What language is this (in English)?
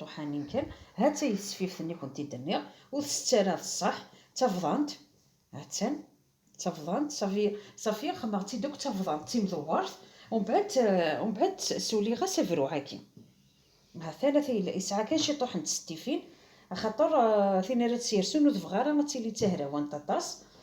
Kabyle